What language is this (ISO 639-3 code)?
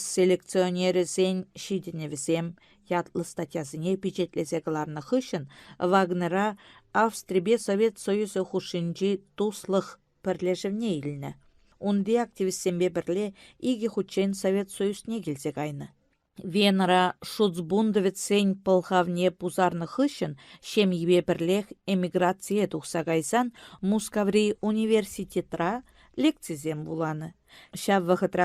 chv